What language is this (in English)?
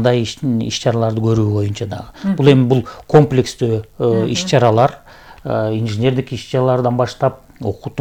Kyrgyz